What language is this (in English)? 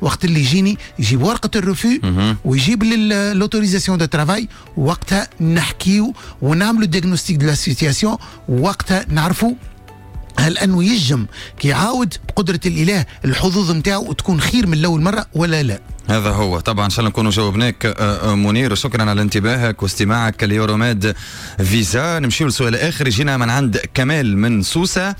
Tunisian Arabic